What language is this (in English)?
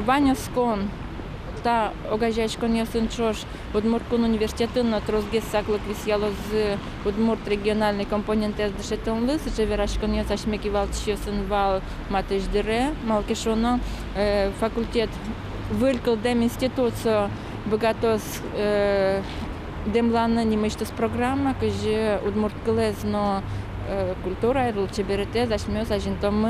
Udmurt